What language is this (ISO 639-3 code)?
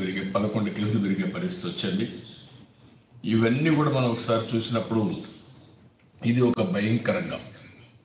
tel